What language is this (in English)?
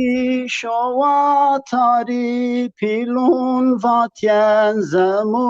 Zaza